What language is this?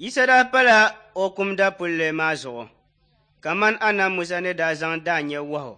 Dagbani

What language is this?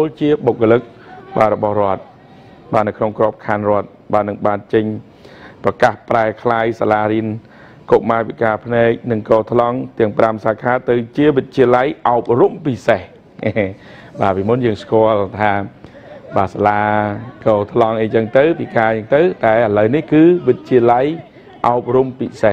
Khmer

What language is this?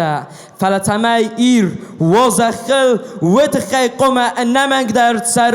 Ossetic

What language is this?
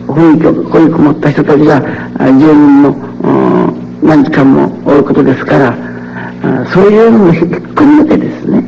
Japanese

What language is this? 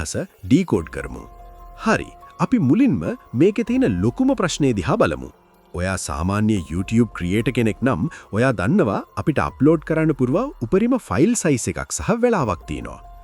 Sinhala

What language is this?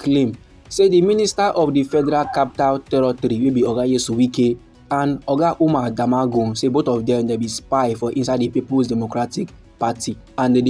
Nigerian Pidgin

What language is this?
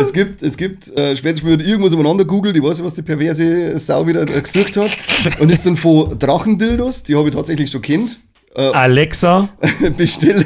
Bavarian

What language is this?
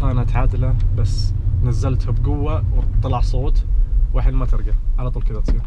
Najdi Arabic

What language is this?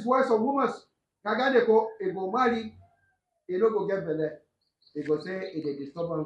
Nigerian Pidgin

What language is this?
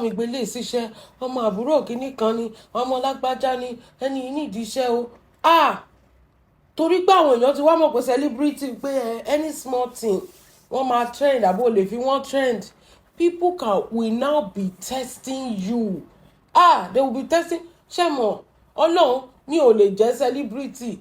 Yoruba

